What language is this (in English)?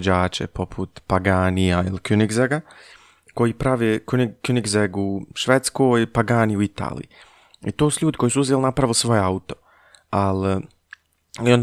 Bosnian